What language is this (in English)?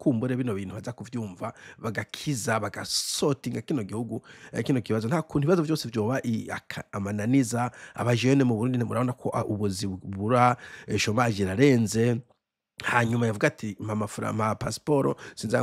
Rundi